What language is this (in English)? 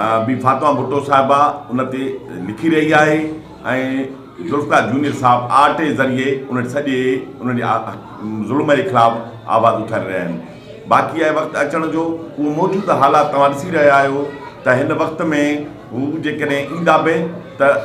Sindhi